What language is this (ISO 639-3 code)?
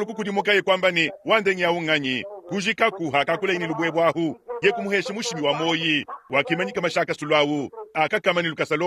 lua